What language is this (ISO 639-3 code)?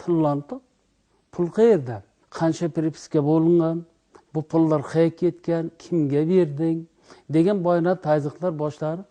uzb